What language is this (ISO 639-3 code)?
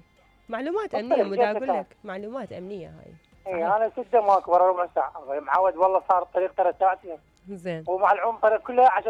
acm